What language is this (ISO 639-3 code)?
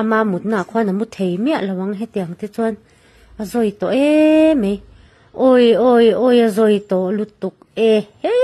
lus